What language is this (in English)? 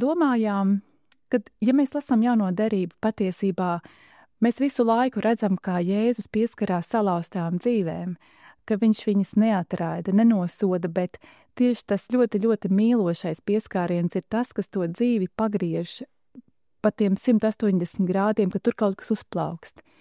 Latvian